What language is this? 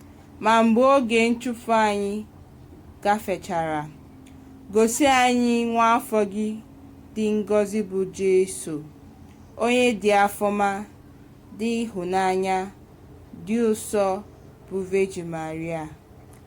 Igbo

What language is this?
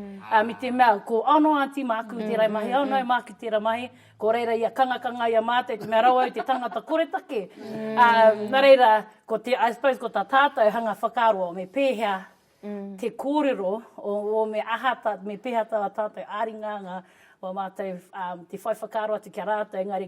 Māori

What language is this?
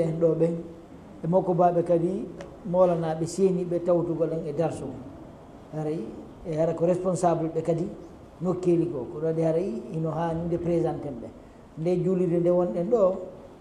Fula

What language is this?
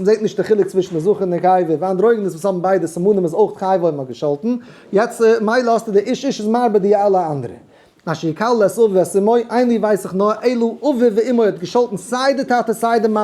Yiddish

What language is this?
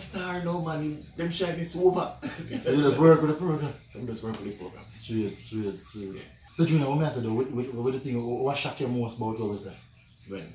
Jamaican Creole English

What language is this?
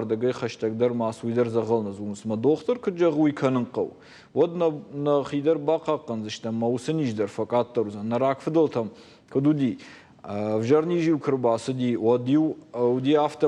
Ossetic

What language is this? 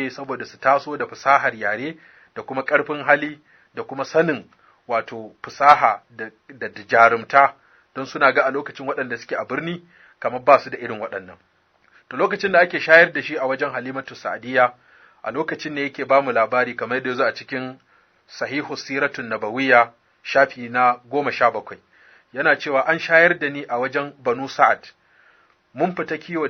Hausa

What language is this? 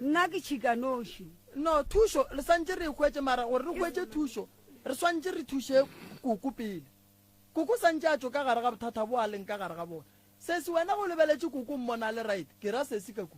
Northern Sotho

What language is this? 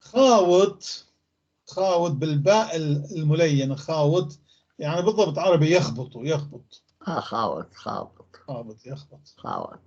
North Levantine Arabic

